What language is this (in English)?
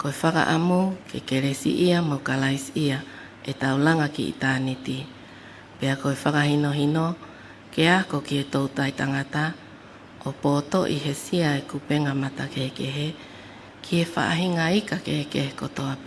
Tongan